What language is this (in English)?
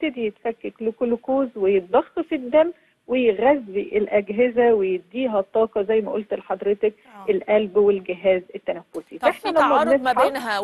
Egyptian Arabic